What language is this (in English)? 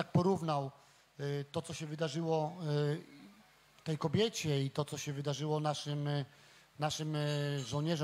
Polish